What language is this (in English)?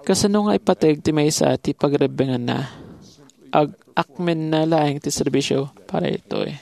Iloko